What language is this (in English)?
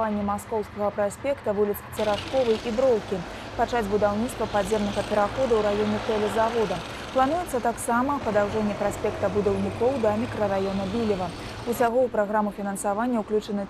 Belarusian